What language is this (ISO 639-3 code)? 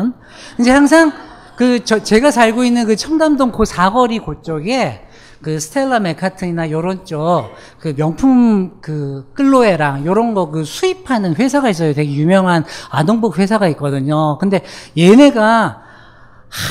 kor